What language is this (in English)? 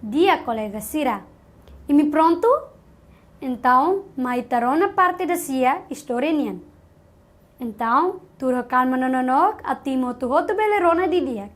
Tetum